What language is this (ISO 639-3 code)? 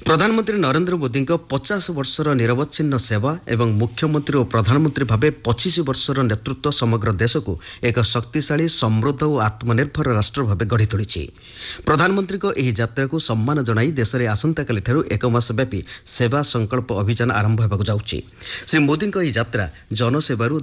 ori